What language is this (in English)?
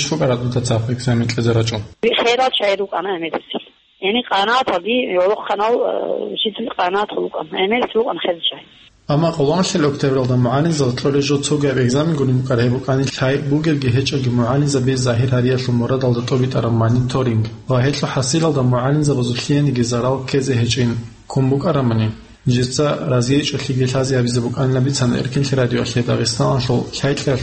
Avaric